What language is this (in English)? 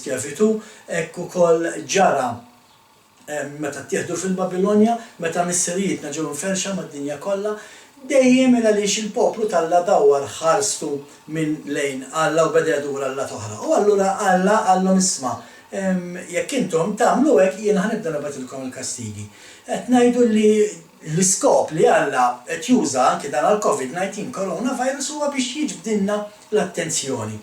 Maltese